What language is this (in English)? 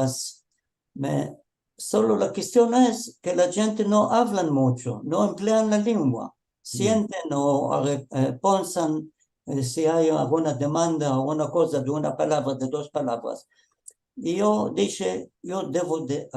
Ladino